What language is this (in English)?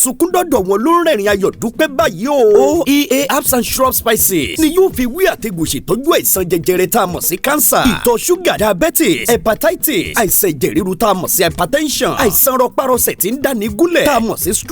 Yoruba